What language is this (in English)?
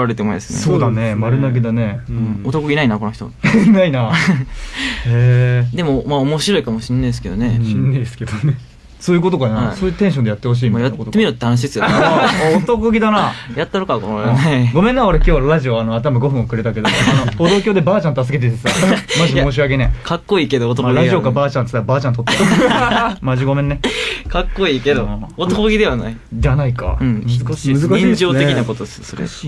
Japanese